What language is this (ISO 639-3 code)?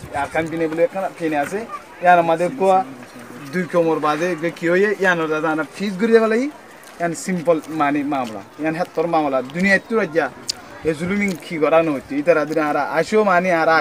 rhg